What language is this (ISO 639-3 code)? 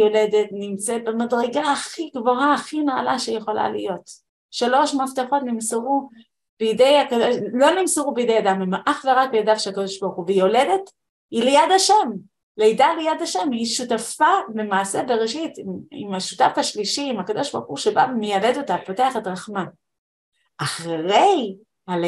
heb